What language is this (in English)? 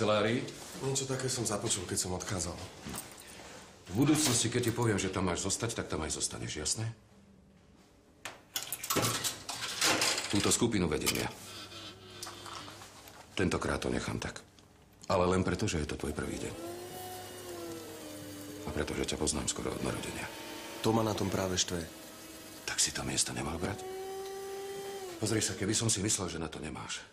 Slovak